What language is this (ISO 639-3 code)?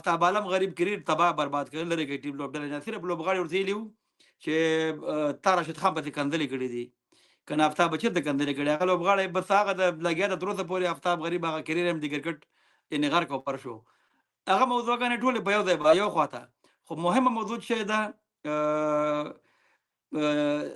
pus